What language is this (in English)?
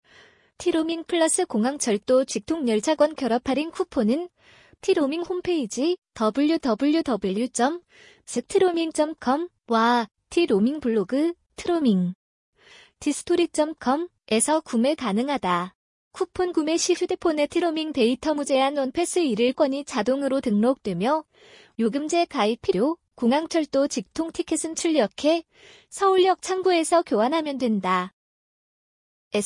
Korean